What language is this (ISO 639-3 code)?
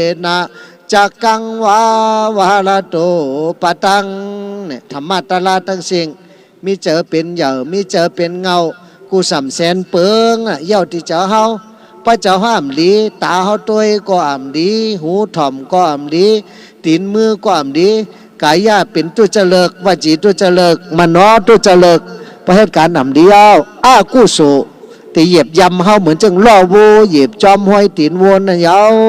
shn